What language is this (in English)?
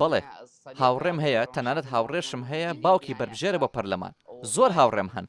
Central Kurdish